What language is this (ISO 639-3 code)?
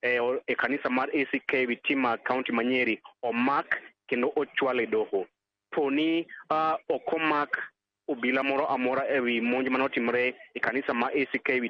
luo